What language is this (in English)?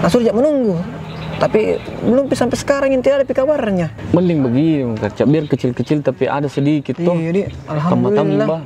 Makassar Malay